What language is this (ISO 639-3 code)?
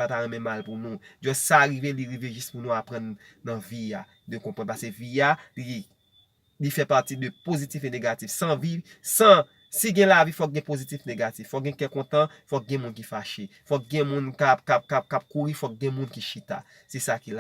hat